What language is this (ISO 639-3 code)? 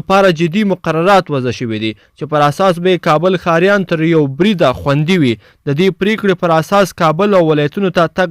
pus